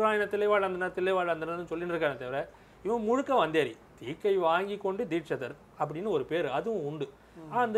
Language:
Tamil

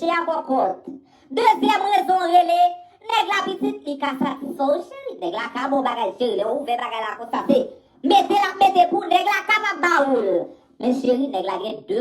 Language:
Haitian Creole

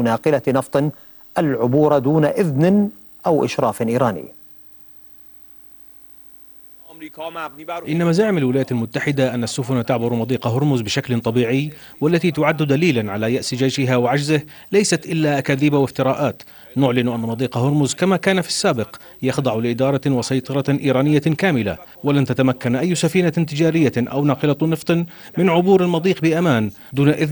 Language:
Arabic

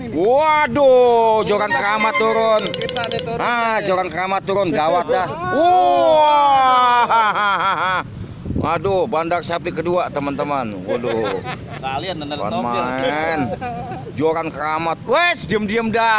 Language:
Betawi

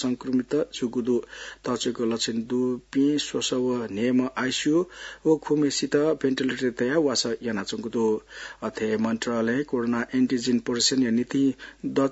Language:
Newari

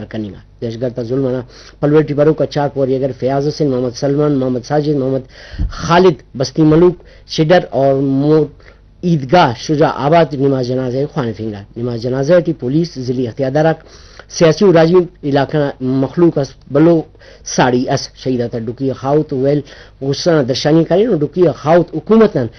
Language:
Brahui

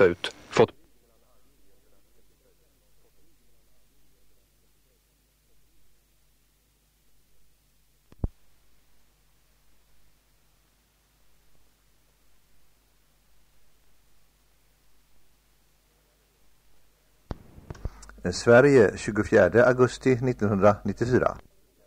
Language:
Swedish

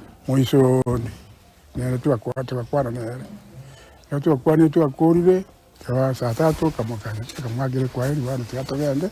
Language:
Gusii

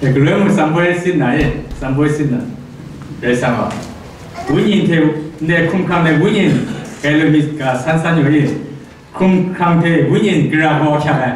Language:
Kachin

